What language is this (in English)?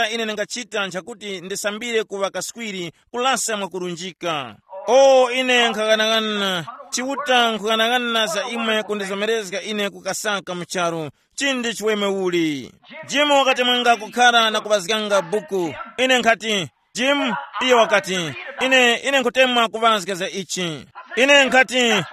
Tumbuka